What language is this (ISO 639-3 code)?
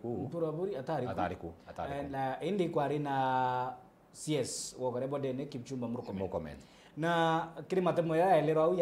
mer